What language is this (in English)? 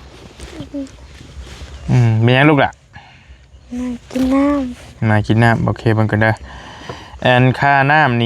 Lao